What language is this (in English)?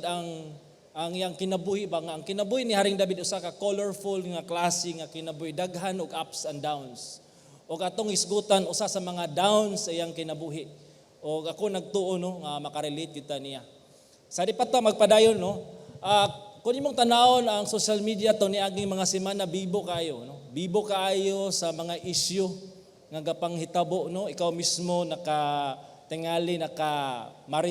Cebuano